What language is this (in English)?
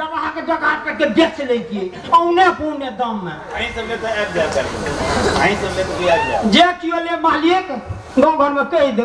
Maithili